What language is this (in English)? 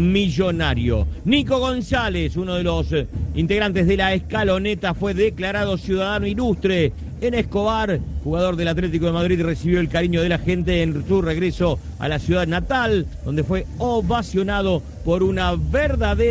Spanish